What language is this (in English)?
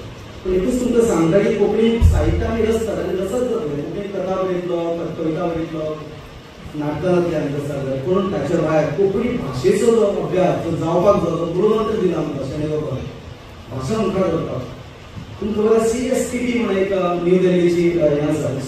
Konkani